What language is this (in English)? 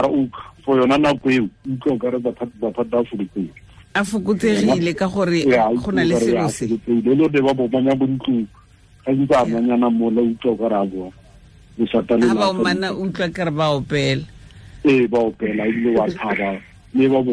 Tswana